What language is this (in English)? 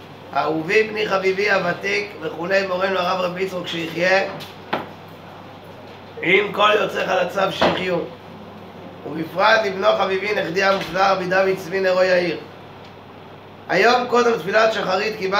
Hebrew